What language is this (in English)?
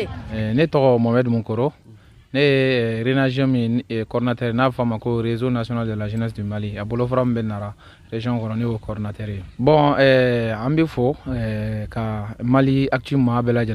Bambara